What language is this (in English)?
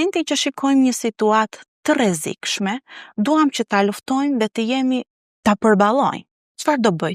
Albanian